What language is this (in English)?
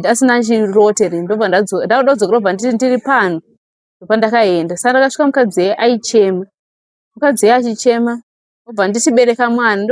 Shona